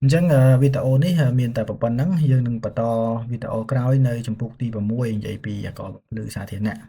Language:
Khmer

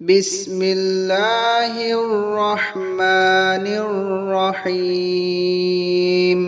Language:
Divehi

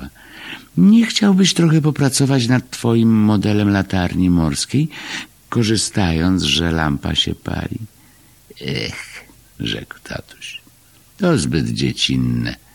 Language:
Polish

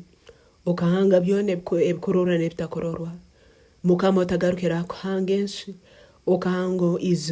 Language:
Tooro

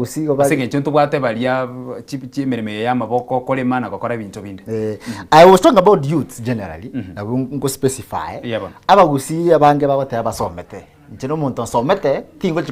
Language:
Gusii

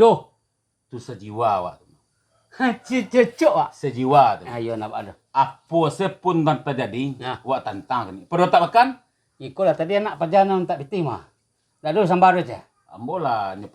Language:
Minangkabau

